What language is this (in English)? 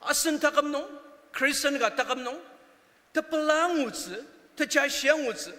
Ao Naga